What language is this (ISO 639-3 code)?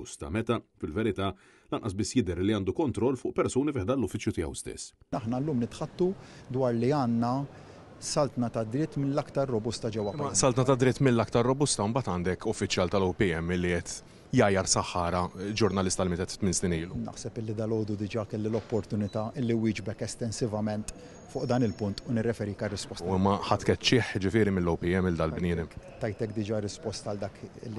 mlt